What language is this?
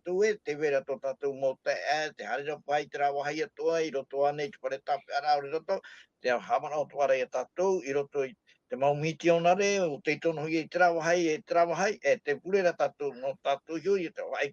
Tahitian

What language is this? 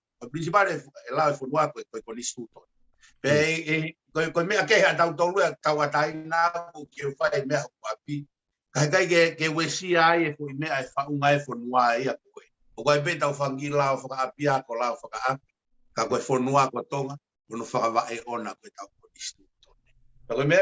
Tongan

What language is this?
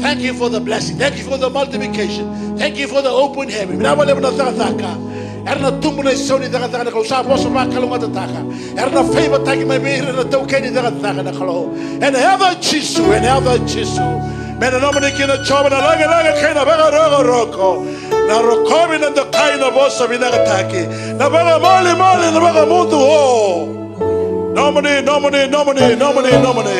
Fijian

